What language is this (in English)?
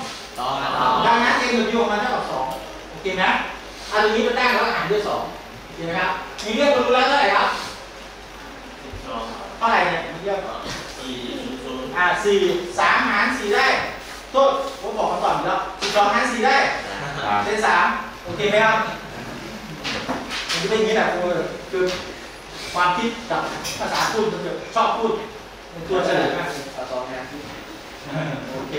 Thai